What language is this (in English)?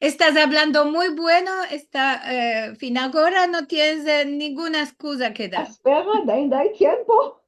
Ladino